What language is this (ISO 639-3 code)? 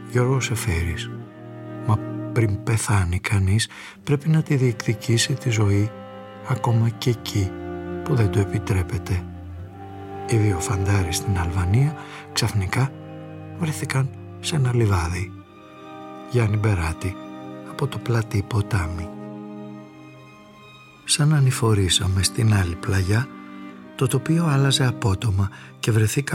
ell